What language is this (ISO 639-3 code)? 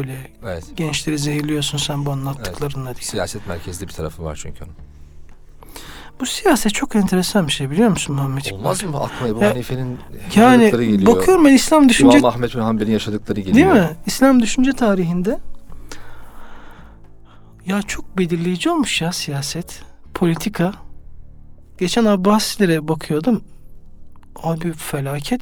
tur